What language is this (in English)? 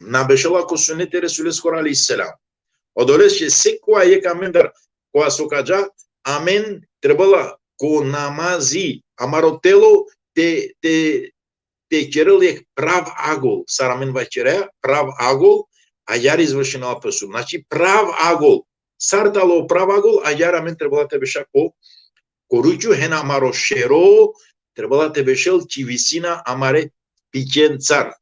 Balkan Romani